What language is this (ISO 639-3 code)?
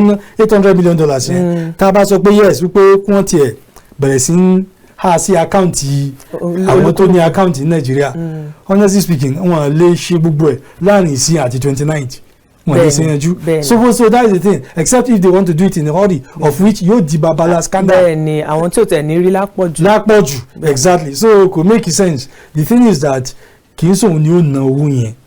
yor